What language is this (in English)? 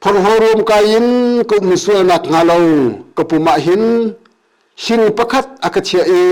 Hakha Chin